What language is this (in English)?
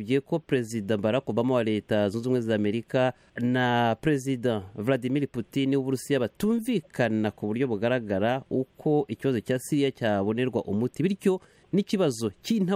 Kinyarwanda